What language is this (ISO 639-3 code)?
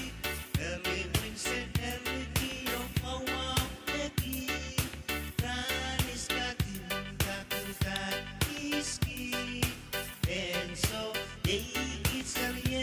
pon